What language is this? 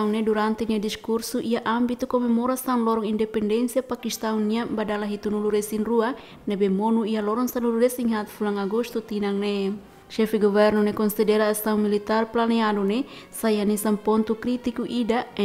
Tetum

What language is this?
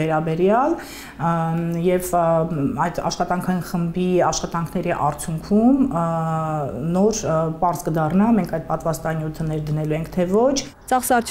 Armenian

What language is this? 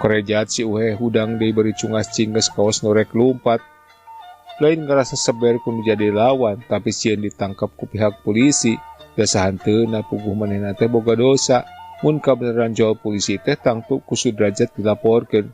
Sundanese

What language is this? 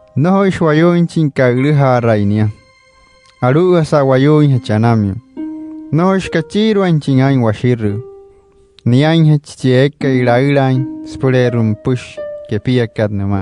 Wayuu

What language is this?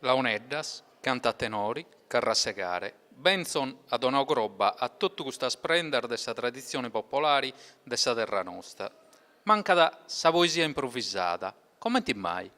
Sardinian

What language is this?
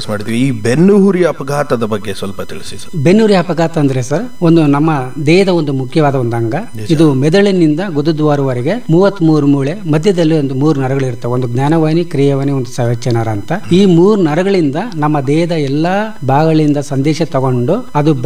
Kannada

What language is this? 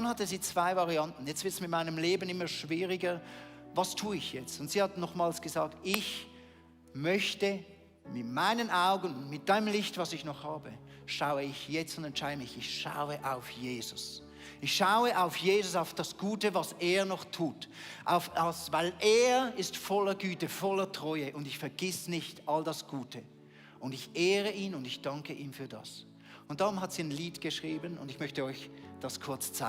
Swiss German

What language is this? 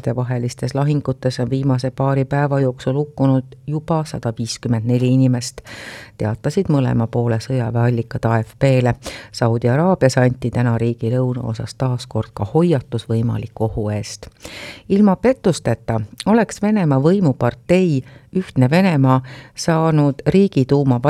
Estonian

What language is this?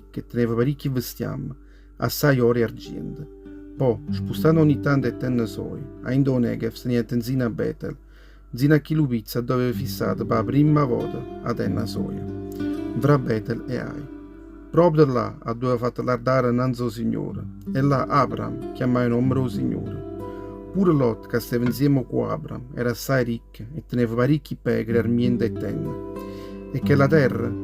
Neapolitan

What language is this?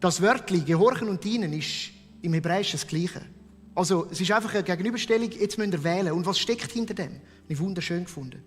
Swiss German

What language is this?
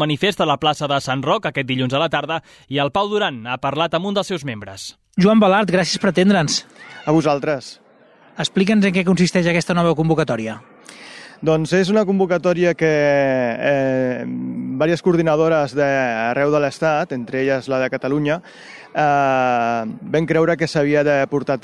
Catalan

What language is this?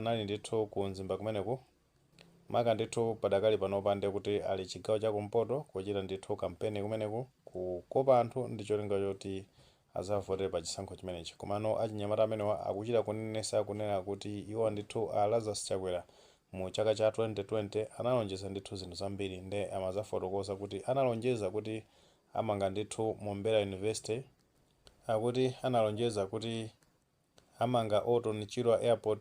Nyanja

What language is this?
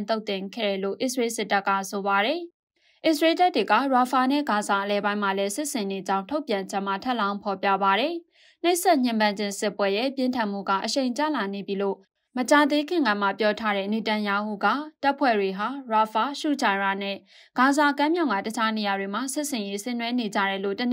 Burmese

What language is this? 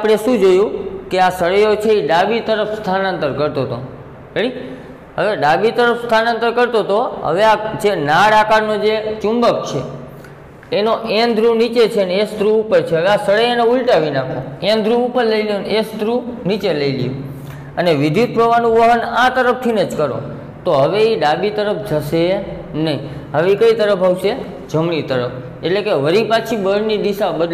Gujarati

